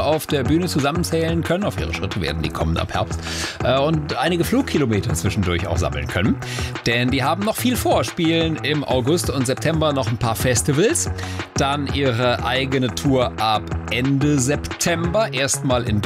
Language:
German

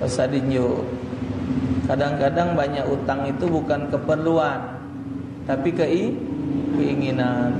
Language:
Musi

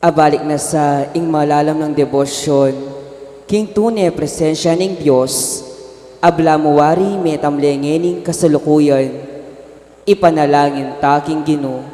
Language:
Pampanga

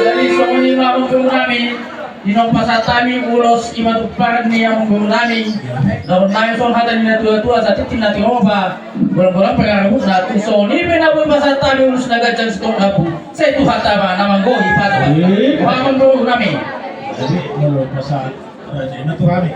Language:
Batak Toba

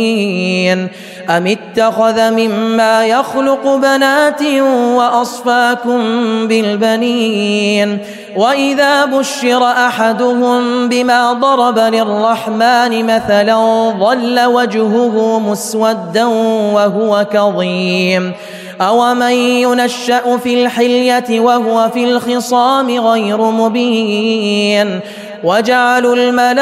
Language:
Arabic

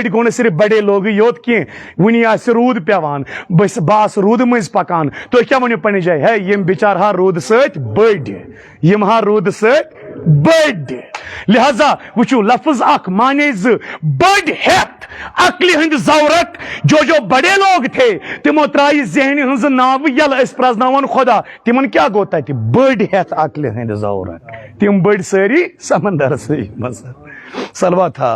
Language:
Kashmiri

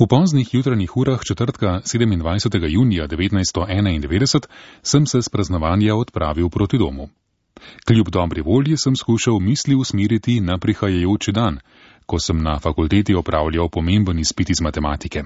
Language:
Slovenian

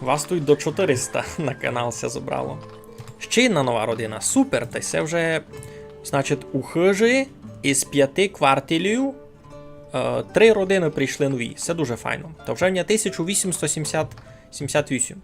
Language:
Rusyn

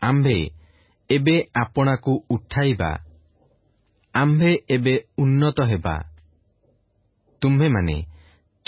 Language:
Odia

